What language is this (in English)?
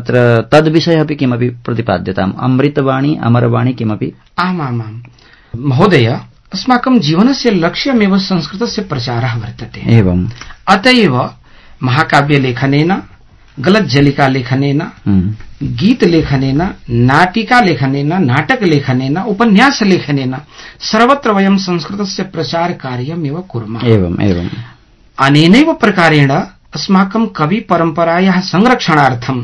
Sanskrit